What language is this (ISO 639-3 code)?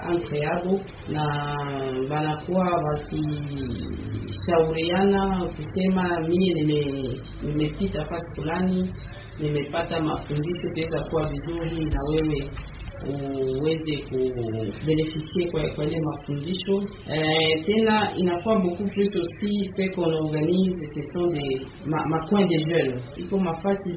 swa